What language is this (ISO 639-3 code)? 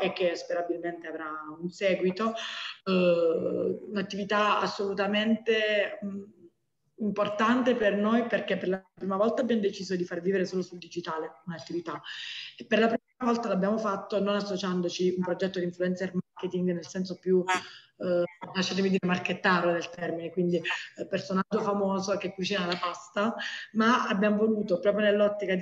ita